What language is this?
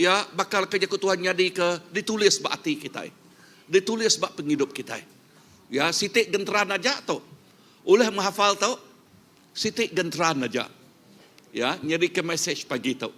Iban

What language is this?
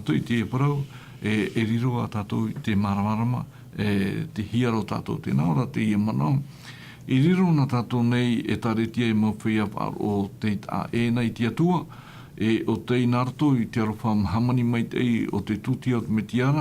Tahitian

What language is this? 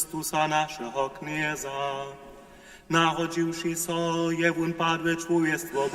Upper Sorbian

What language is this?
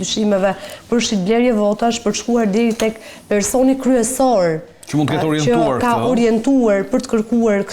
Albanian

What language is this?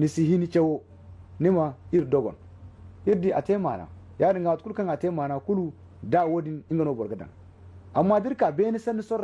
Zarma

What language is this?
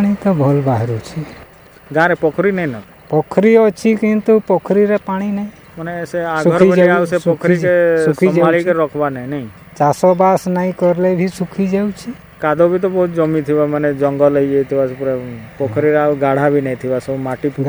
Odia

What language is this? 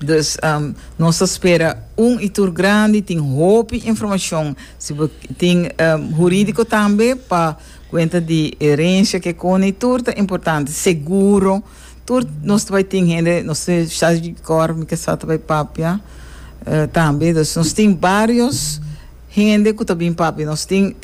Papiamento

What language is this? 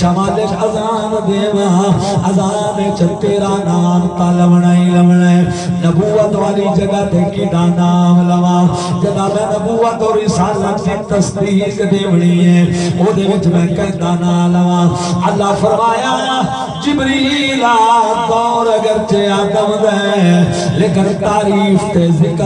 Saraiki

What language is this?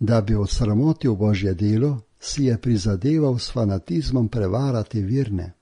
Slovenian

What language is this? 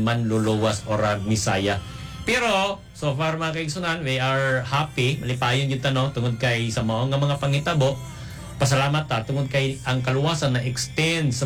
Cebuano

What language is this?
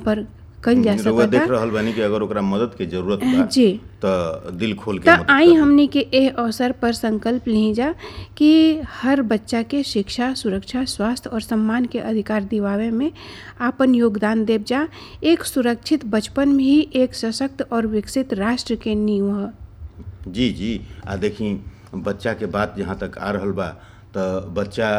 Bhojpuri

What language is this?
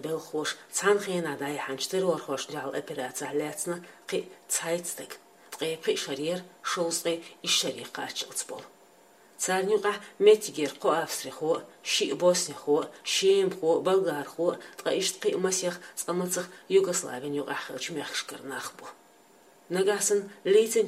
Chechen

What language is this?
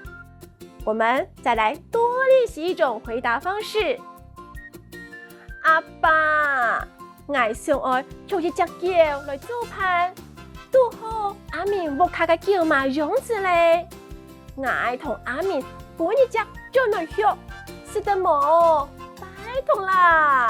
Hakka Chinese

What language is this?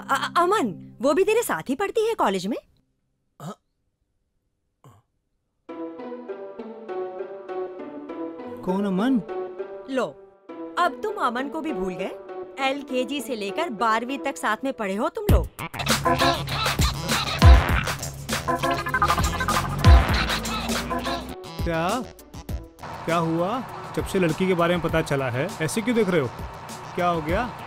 Hindi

